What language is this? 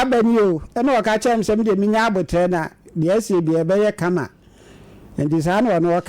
Akan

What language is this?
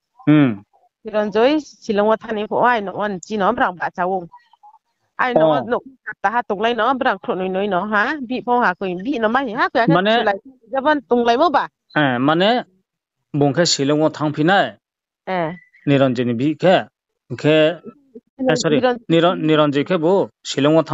Riang (India)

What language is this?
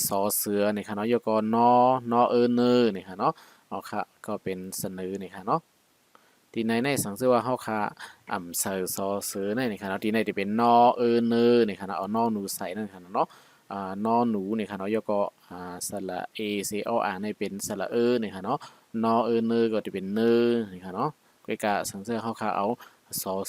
Shan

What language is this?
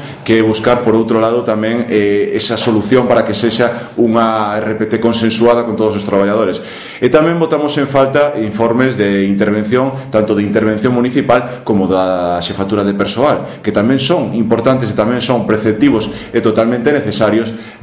Galician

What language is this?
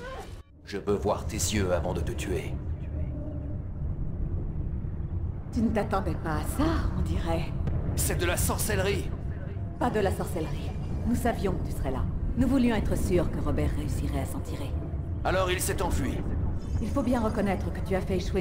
French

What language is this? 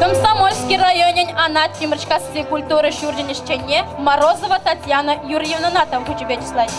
Chuvash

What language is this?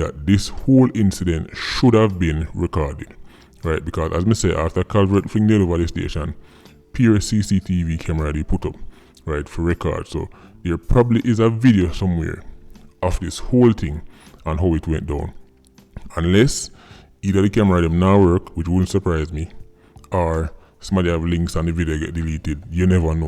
Jamaican Creole English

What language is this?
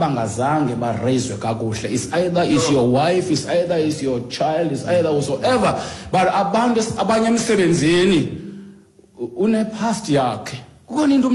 Xhosa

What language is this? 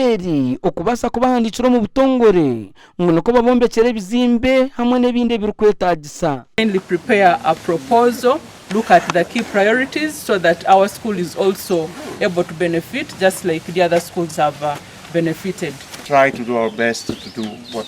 Nyankole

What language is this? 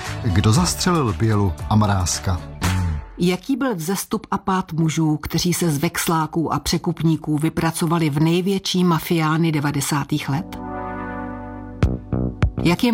Czech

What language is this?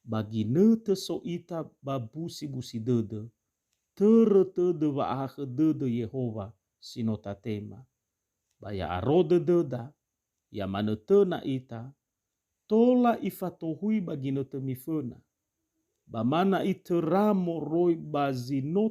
Nias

